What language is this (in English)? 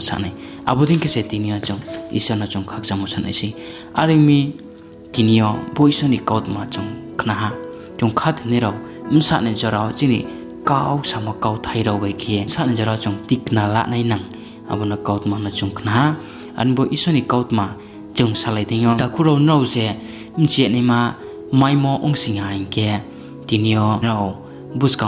Riang (India)